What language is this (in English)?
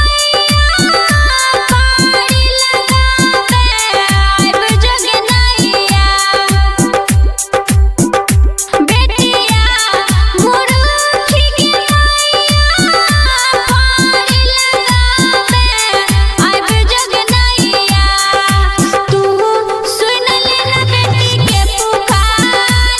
Bhojpuri